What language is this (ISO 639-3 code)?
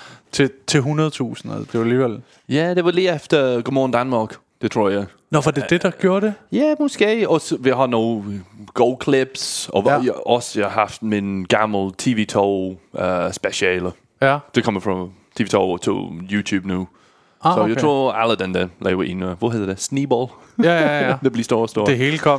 dan